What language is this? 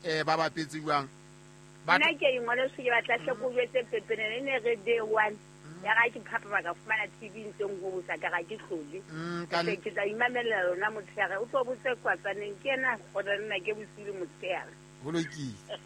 Southern Sotho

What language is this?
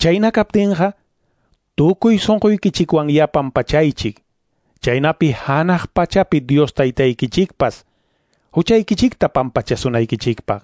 Quechua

